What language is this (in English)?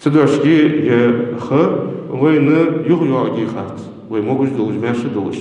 Ingush